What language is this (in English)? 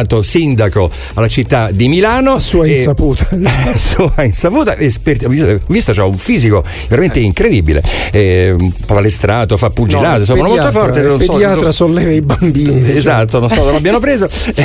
Italian